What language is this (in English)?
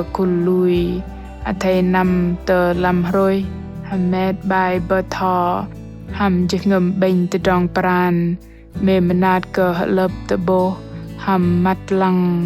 Bahnar